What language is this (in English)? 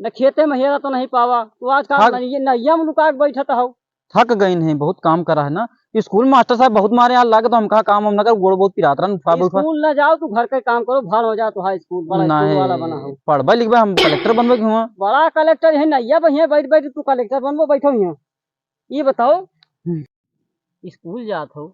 Awadhi